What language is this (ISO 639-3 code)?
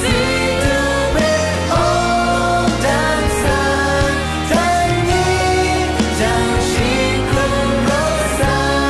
kac